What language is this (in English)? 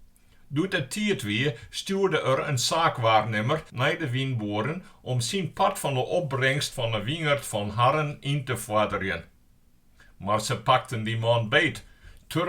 Western Frisian